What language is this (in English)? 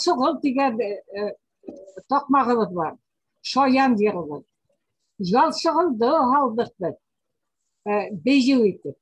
Bashkir